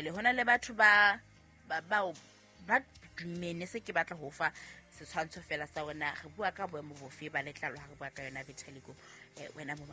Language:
Southern Sotho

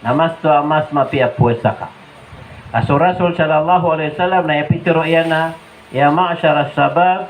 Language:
Maranao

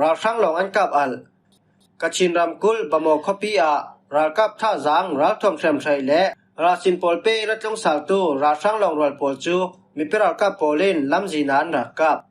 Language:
Falam Chin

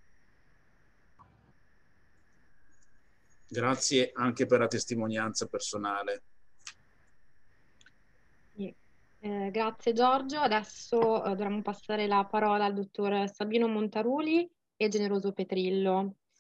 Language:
Italian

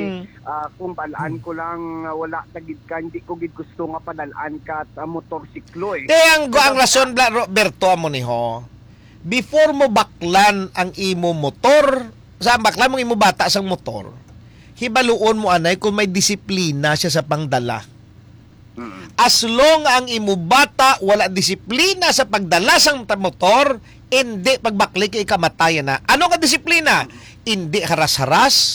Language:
Hiligaynon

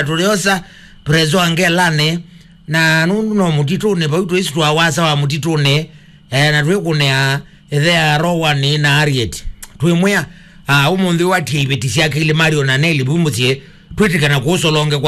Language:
Kamba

